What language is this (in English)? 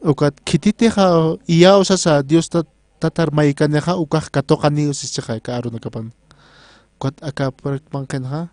Aymara